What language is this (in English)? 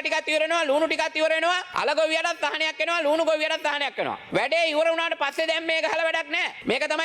Sinhala